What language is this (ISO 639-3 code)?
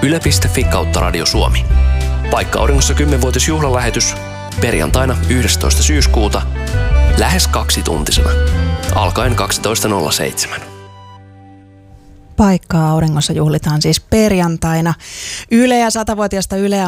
fin